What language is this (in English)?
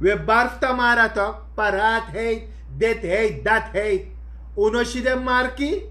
Sranan Tongo